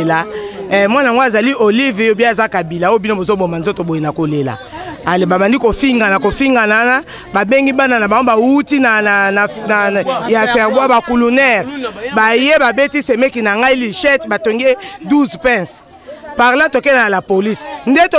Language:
Lingala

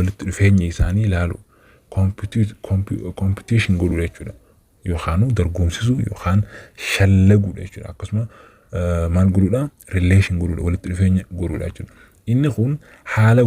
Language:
Oromo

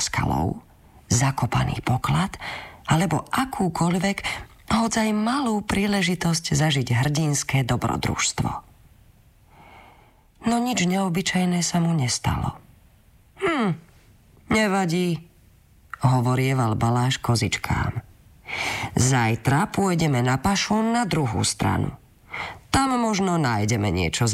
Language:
Slovak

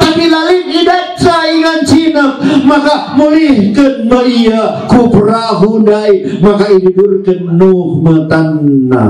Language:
Batak Karo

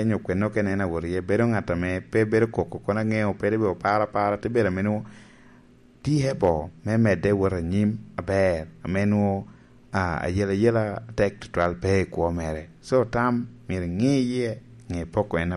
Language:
Lango (Uganda)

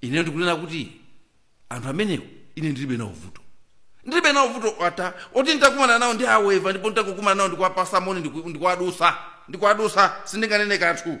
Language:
Nyanja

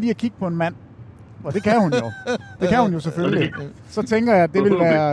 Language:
Danish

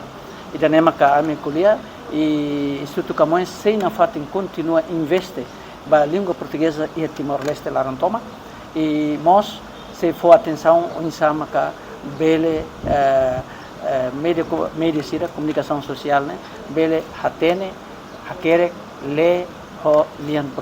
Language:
Tetum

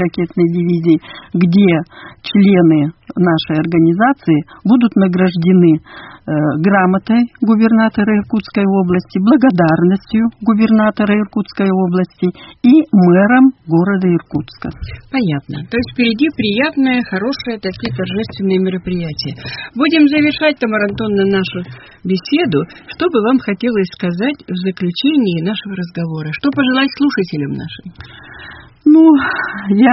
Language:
Russian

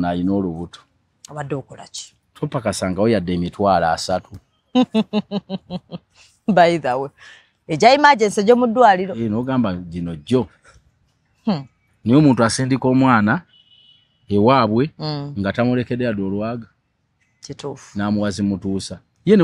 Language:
Ganda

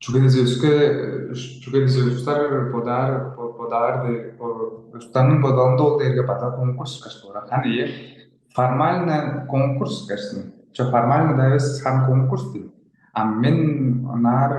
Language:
Tuvinian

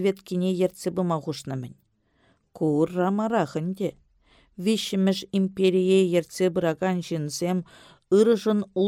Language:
Chuvash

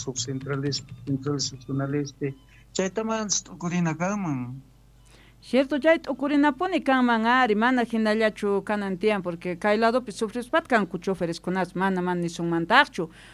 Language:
South Bolivian Quechua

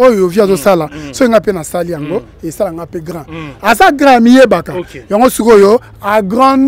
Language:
Lingala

